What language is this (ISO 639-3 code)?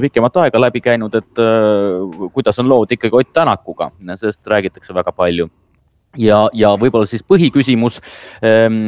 est